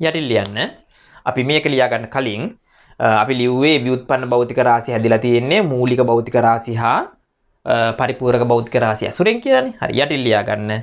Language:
Sinhala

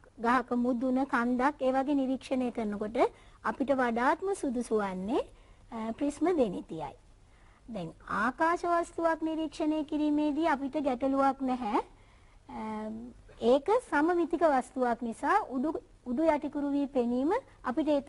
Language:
Sinhala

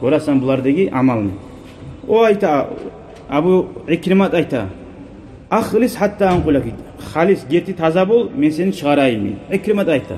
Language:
Kumyk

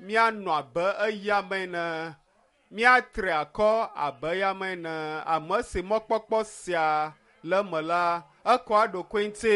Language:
Ewe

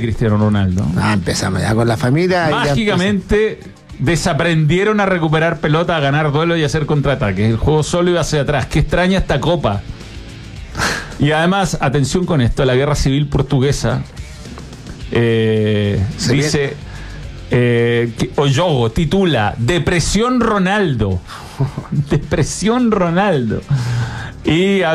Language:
Spanish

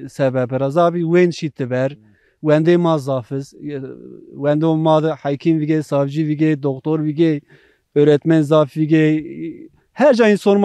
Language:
Zaza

